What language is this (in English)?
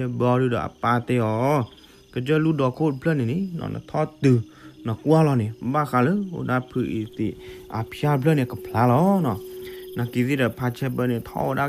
S'gaw Karen